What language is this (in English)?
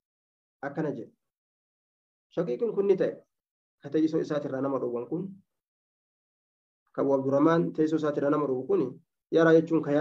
Oromo